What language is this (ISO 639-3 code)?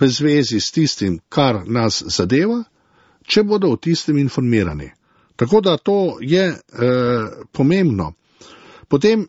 slv